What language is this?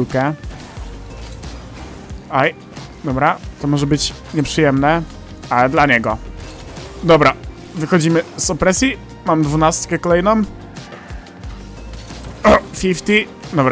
Polish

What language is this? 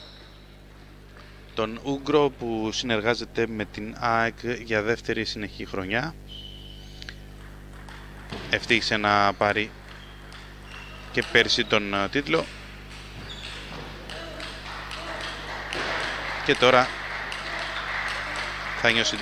Greek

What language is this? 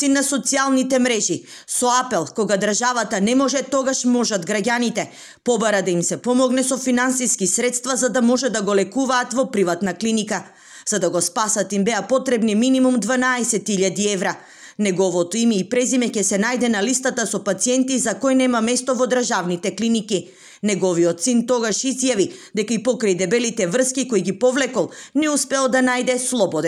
Macedonian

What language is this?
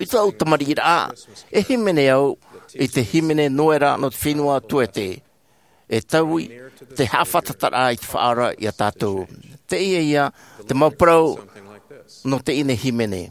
Tahitian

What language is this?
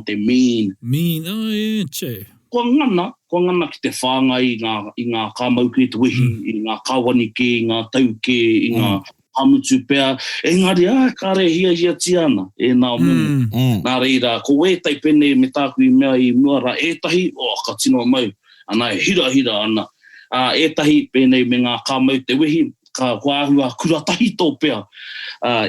Māori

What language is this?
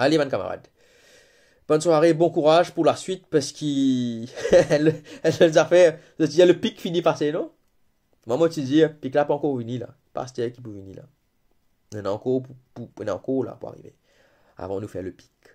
Morisyen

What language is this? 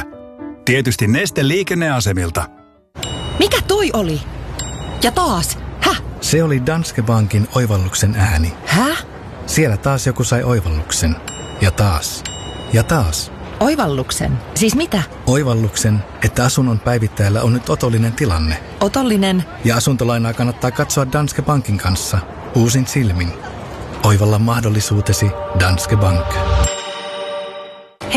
Finnish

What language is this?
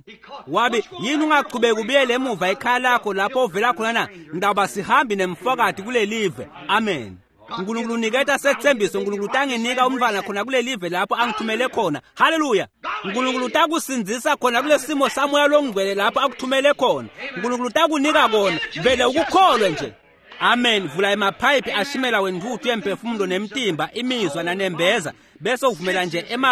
Swati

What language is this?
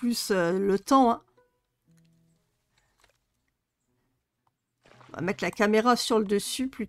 French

